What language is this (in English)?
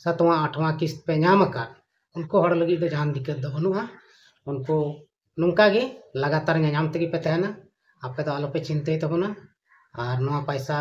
Santali